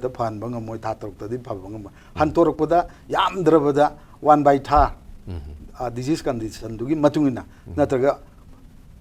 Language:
Manipuri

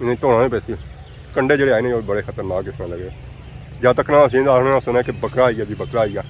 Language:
Pahari-Potwari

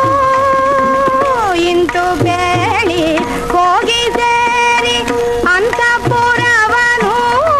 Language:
Kannada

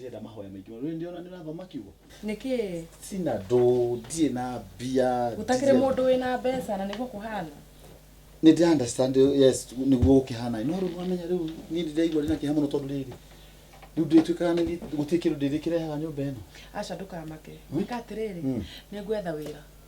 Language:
Kikuyu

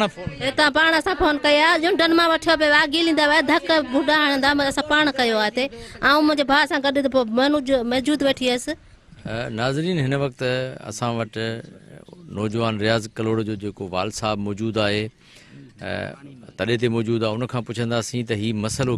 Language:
Sindhi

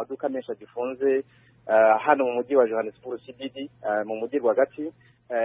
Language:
Kinyarwanda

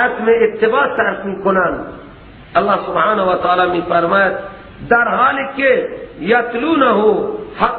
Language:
Persian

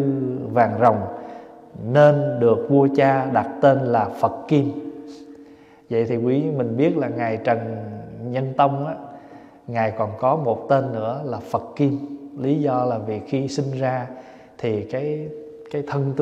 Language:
Vietnamese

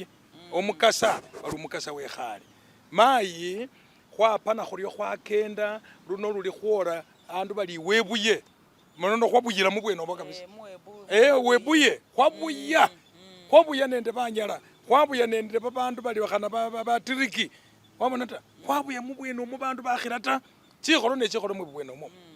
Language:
Masaaba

